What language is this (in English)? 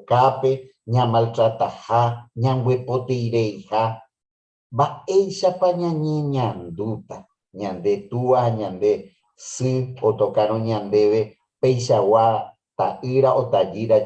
Guarani